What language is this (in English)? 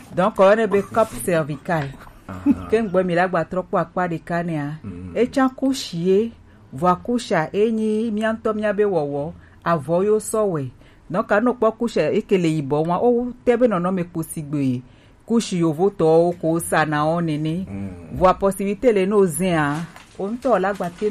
Gen